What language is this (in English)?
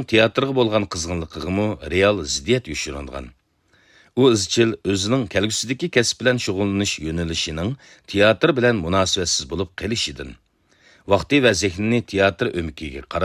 Uyghur